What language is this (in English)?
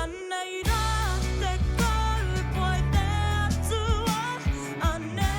Māori